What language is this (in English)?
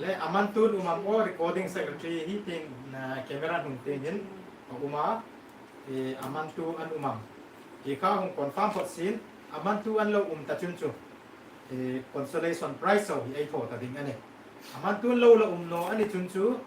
Hmar